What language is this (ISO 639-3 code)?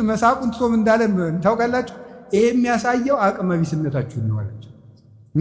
amh